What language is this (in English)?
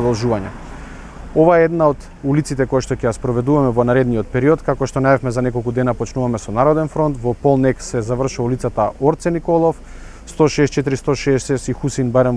Macedonian